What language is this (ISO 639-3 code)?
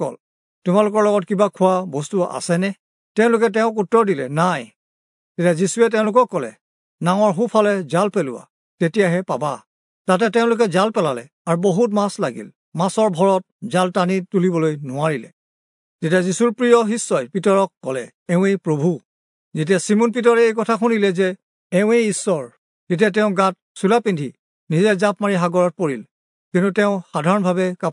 asm